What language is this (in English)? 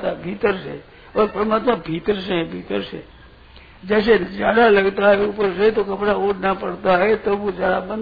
Hindi